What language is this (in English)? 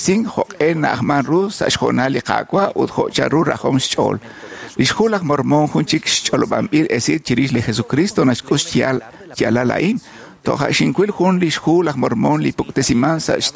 Kekchí